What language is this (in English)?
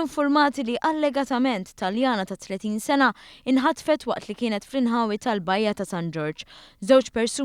Maltese